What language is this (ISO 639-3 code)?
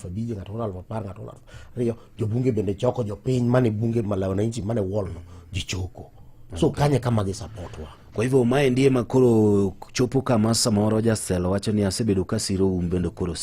luo